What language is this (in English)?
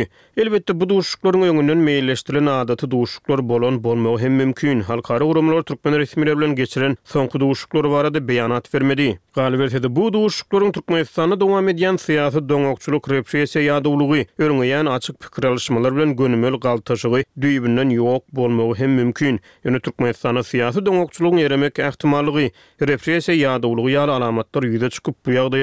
Turkmen